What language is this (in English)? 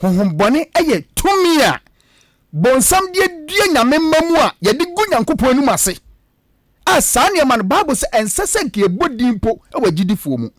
Akan